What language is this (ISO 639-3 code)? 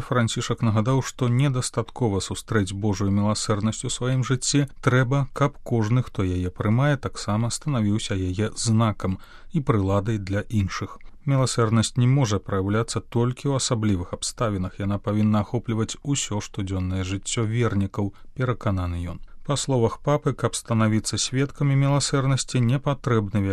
bel